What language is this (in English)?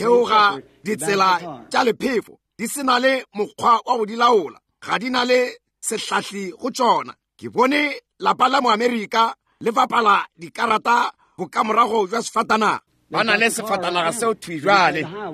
Northern Sotho